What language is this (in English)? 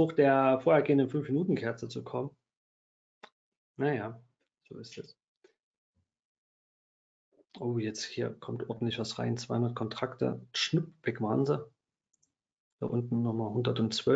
German